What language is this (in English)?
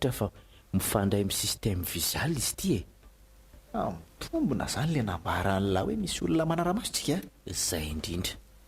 Malagasy